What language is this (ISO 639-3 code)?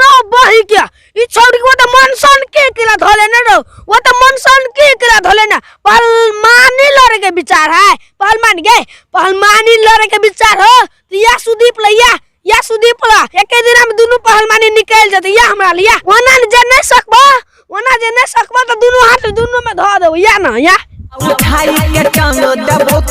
mai